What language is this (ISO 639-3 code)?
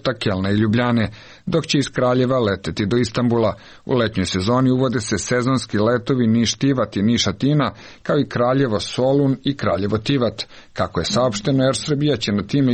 srp